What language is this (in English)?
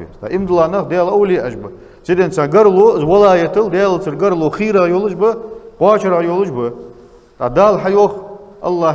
Ingush